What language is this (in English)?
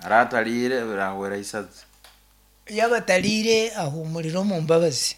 Nyankole